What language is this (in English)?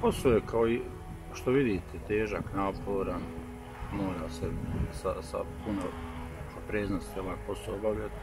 Bosnian